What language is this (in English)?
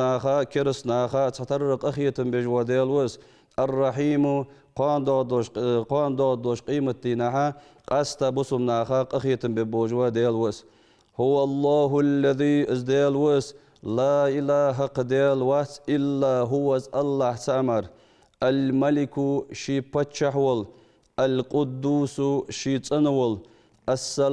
Ingush